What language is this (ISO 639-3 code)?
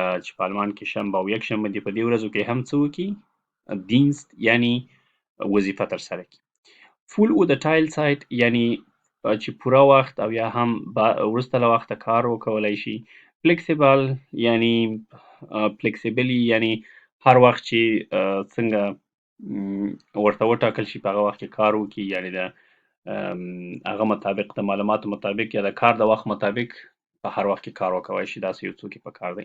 pus